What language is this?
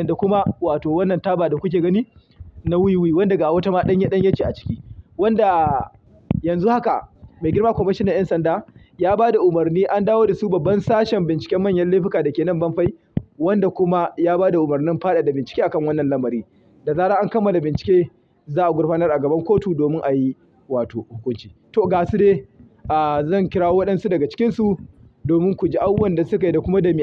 Hausa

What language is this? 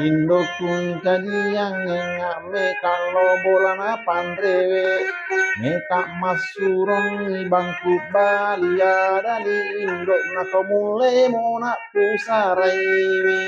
Buginese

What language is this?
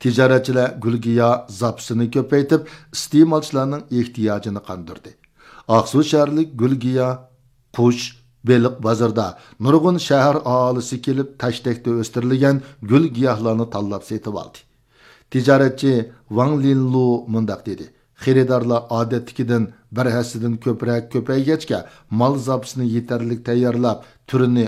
Uyghur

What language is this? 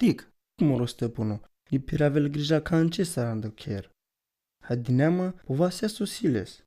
Romany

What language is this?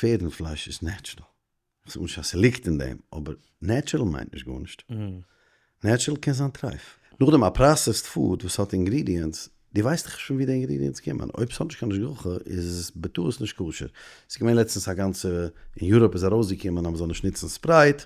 Yiddish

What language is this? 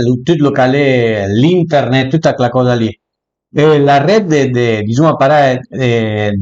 Piedmontese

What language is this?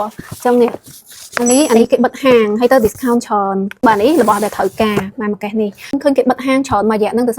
Khmer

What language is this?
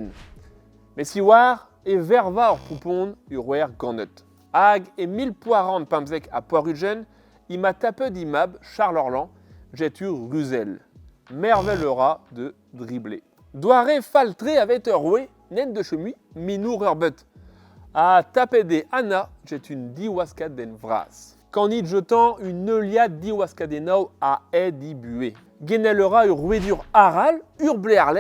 Breton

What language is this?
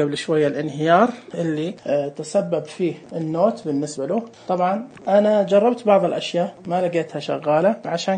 Najdi Arabic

